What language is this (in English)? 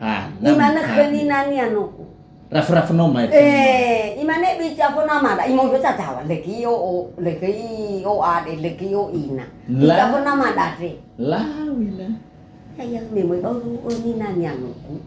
Nias